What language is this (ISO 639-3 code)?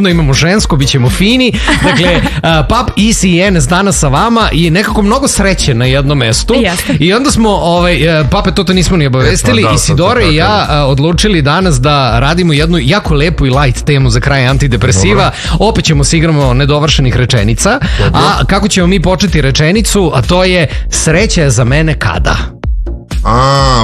srp